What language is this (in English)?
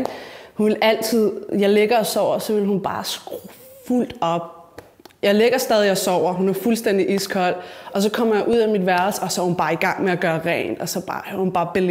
Danish